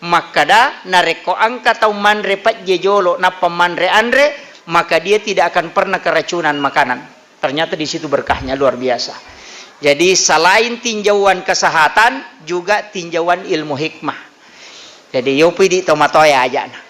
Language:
Buginese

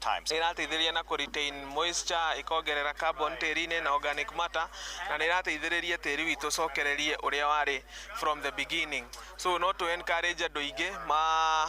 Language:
Kikuyu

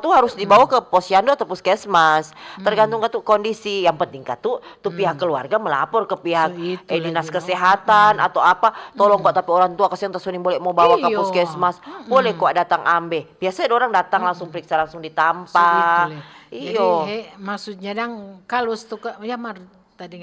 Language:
Manado Malay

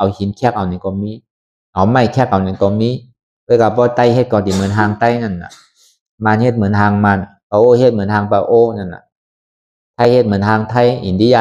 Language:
Shan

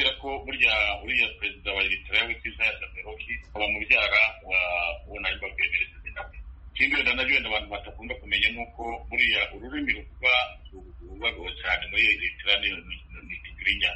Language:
Kinyarwanda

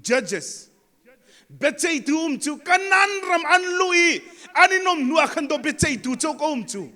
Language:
Hakha Chin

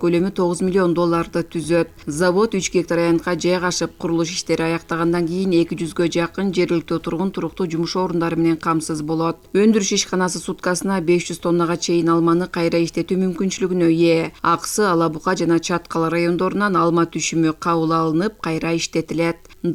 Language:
Kyrgyz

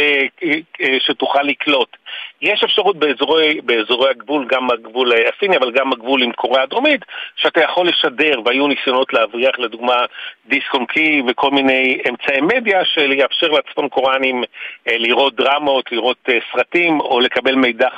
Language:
Hebrew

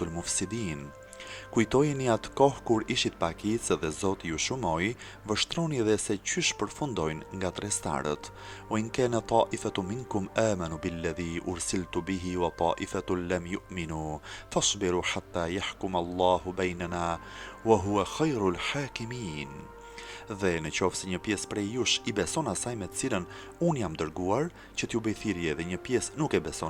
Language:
Albanian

